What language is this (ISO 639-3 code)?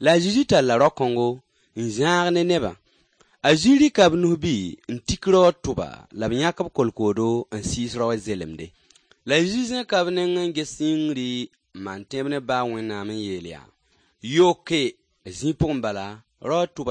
mos